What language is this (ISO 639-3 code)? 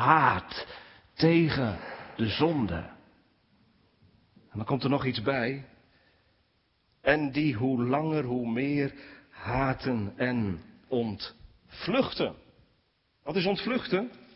nld